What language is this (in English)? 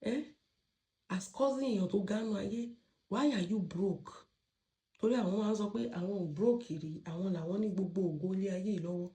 Yoruba